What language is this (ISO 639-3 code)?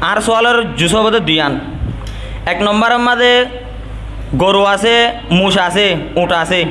rhg